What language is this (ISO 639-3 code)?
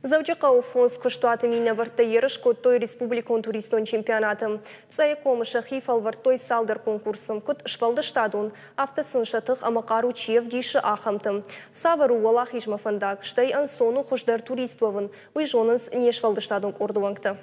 oss